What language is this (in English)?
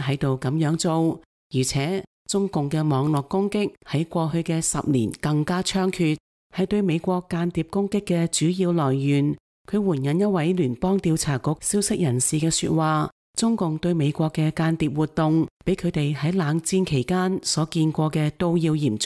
Cantonese